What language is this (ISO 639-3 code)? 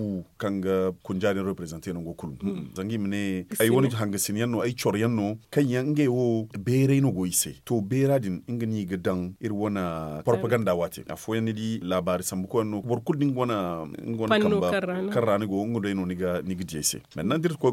dje